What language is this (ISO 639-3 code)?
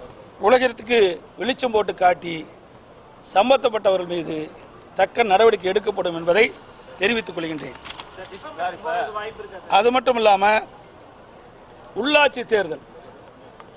tam